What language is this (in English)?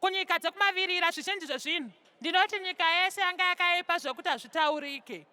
Shona